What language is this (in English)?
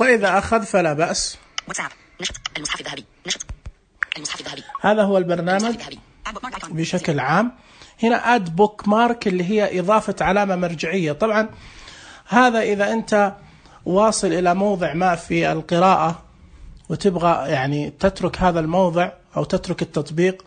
Najdi Arabic